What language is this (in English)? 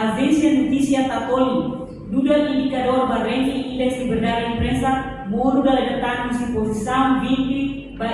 Tetum